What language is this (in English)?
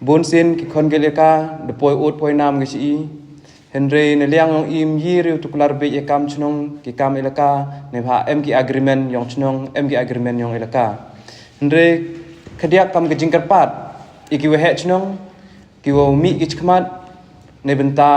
Khasi